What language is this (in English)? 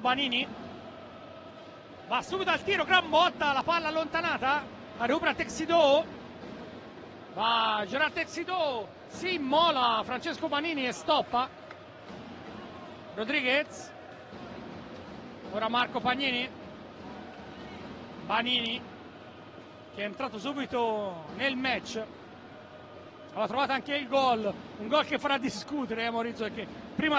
Italian